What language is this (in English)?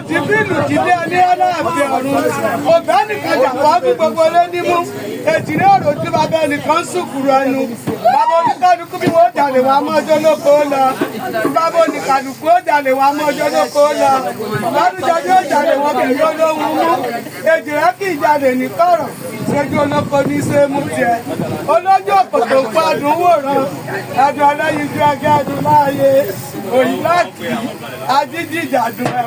Yoruba